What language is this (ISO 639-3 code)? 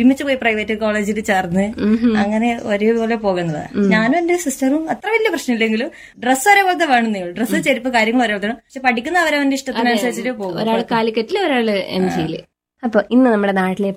mal